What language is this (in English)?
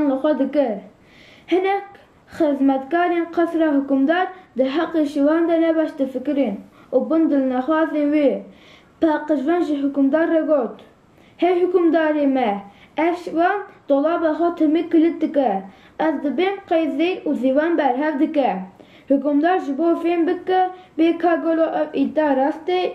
Kurdish